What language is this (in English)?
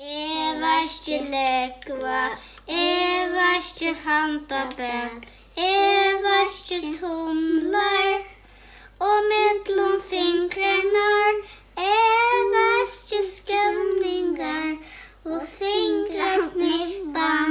Faroese